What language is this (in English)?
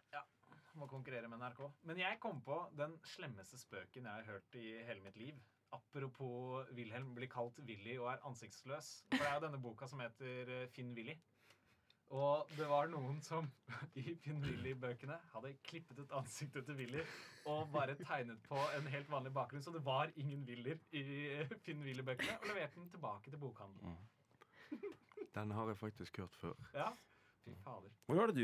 Norwegian